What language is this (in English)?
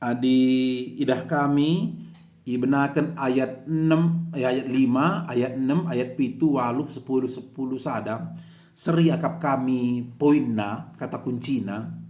Batak Karo